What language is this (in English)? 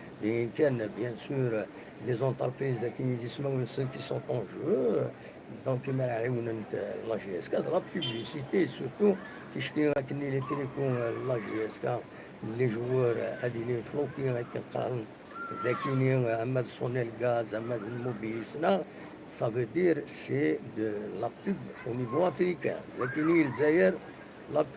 Kabyle